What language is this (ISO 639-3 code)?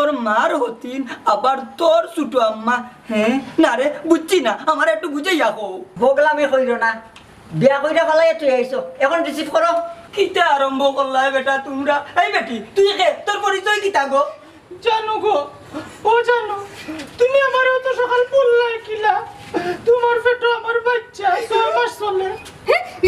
syl